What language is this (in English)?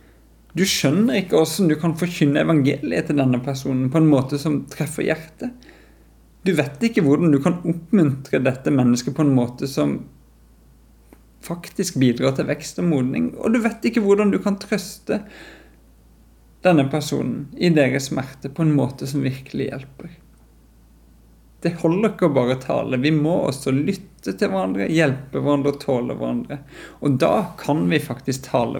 Norwegian